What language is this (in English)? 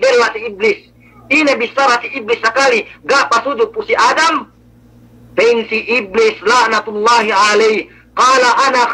Yakan